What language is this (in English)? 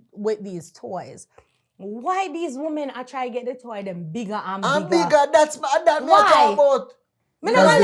Jamaican Creole English